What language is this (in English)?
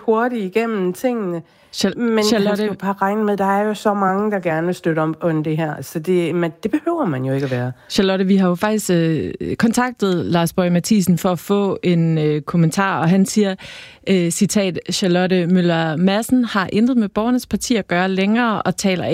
Danish